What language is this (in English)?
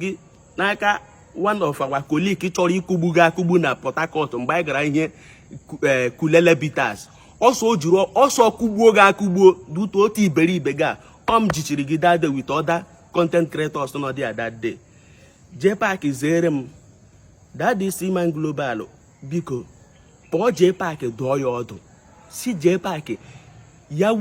Igbo